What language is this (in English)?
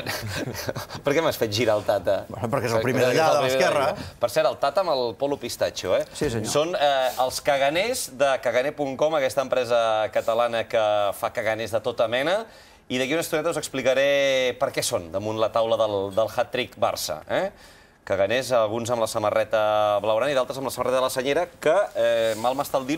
Catalan